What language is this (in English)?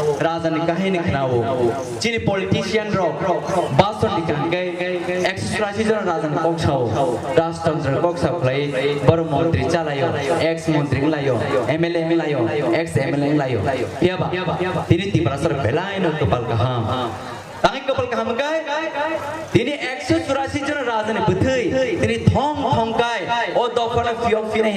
Kok Borok